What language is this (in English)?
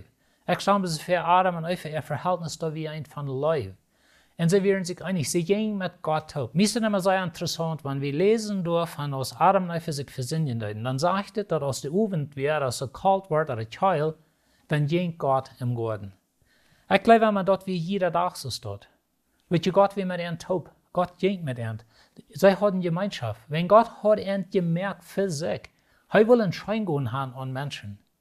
Plautdietsch